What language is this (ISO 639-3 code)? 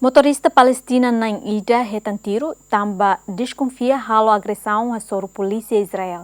tet